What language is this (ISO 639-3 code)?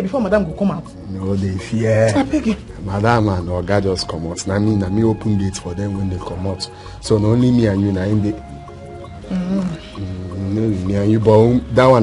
pcm